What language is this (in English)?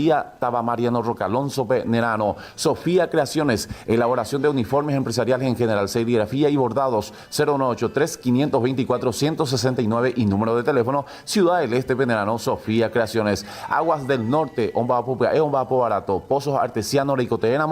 Guarani